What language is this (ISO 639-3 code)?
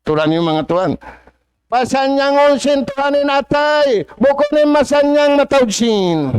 tsg